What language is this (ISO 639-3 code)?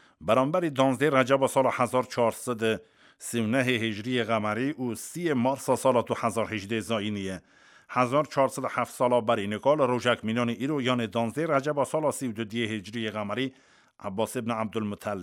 kur